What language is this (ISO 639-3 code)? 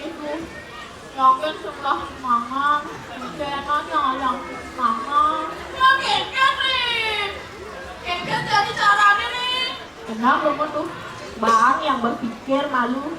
ban